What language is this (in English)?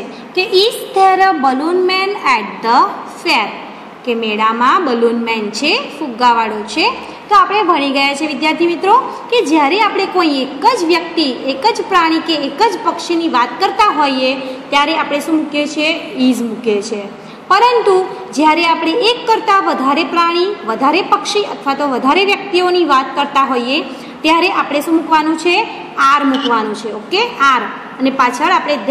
Gujarati